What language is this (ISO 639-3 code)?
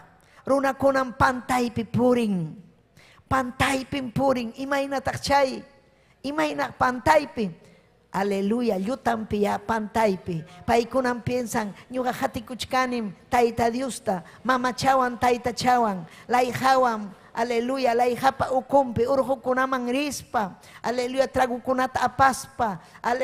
quy